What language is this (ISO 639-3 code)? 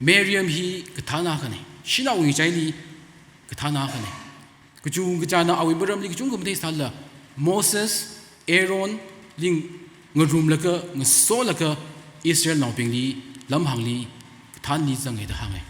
nmf